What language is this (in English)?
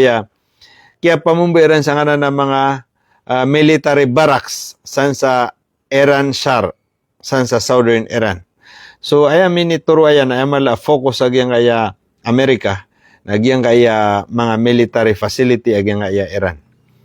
Maranao